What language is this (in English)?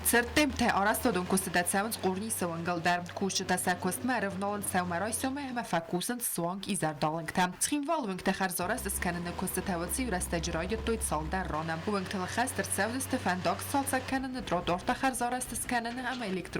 Ossetic